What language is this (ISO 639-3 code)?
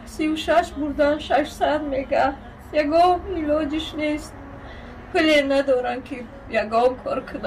tgk